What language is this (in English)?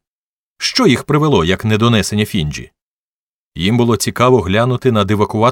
Ukrainian